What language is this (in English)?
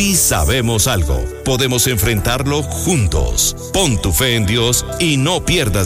Spanish